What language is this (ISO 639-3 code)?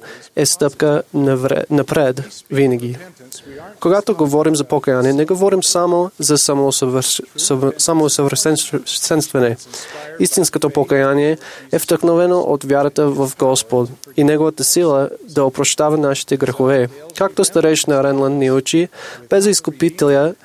bul